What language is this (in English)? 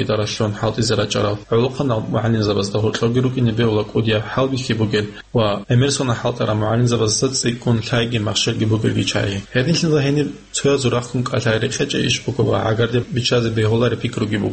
Avaric